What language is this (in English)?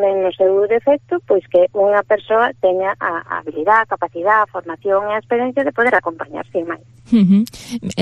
Galician